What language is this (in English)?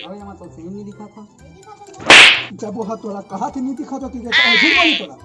Chhattisgarhi